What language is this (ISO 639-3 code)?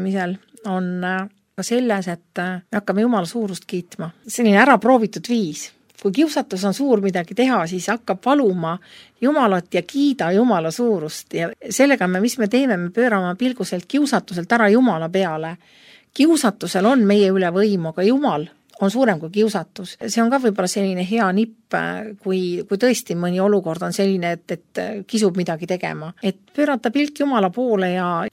est